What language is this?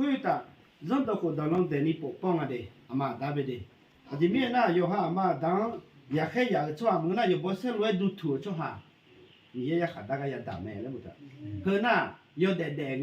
Akha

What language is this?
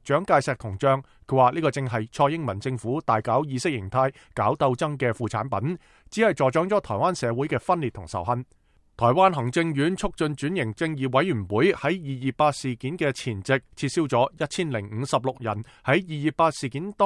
Cantonese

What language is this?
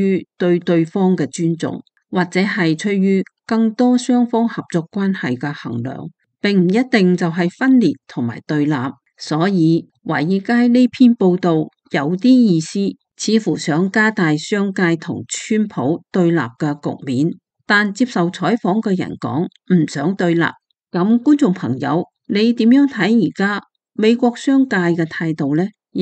Cantonese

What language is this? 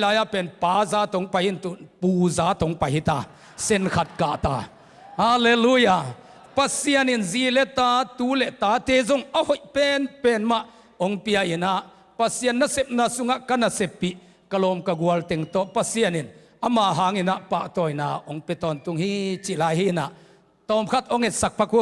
Tedim Chin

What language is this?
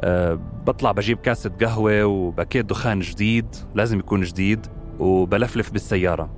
North Levantine Arabic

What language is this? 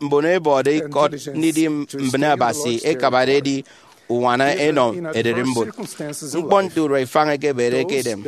Efik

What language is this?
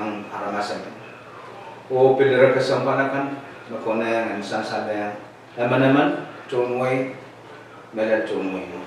Pohnpeian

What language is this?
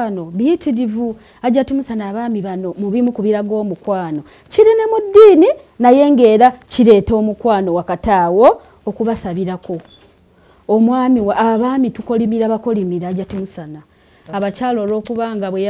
Ganda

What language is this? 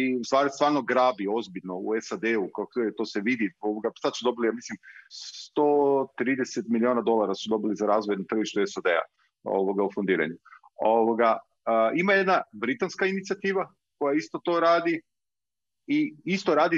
Croatian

